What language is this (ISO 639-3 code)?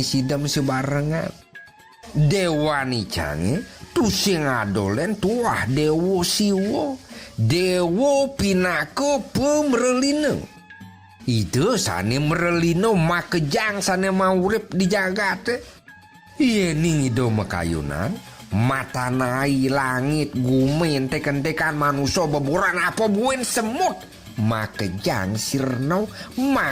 ban